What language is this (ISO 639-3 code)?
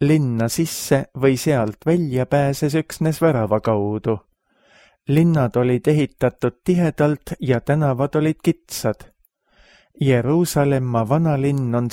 est